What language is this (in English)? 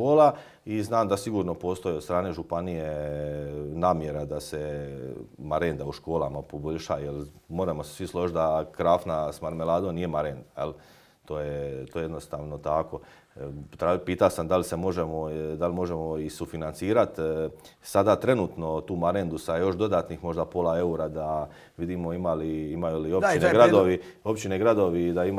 Croatian